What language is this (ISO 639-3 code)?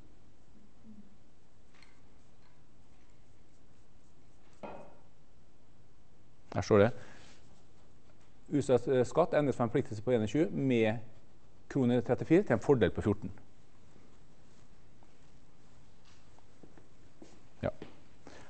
nor